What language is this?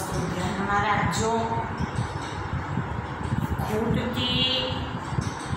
Gujarati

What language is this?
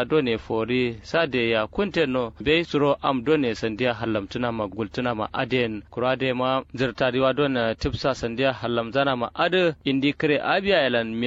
Kanuri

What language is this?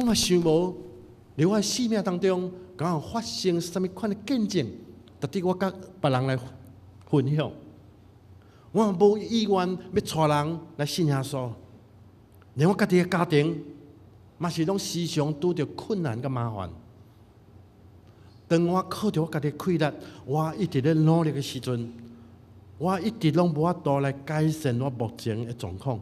Min Nan Chinese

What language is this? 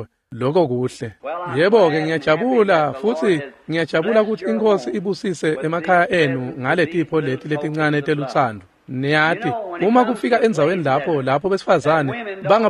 Swati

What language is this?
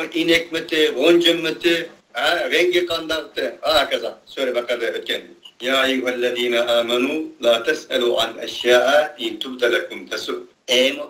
Uyghur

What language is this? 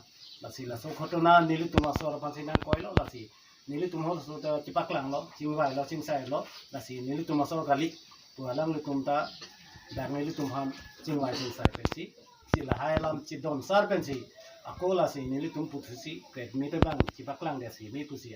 Karbi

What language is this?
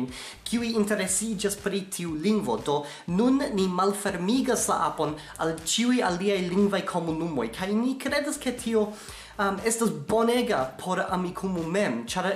Esperanto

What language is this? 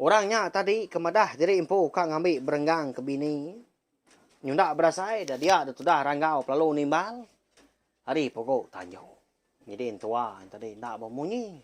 Iban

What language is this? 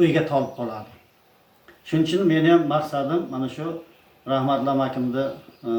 Uzbek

